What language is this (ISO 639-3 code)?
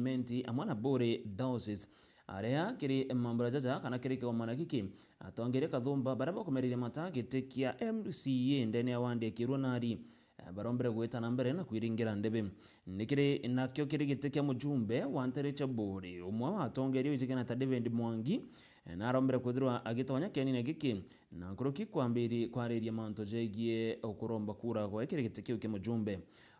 mer